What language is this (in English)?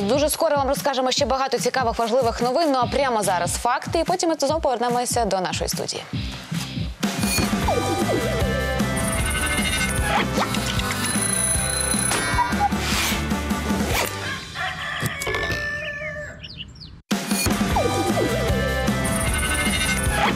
Ukrainian